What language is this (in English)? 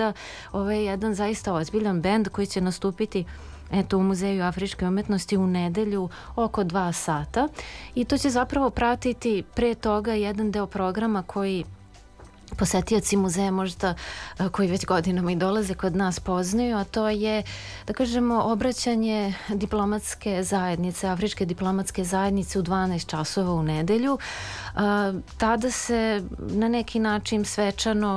Serbian